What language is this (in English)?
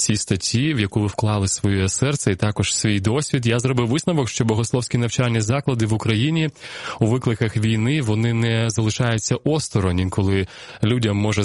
Ukrainian